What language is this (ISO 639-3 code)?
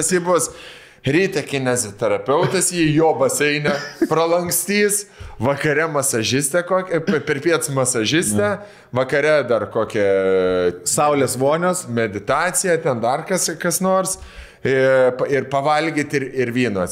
lit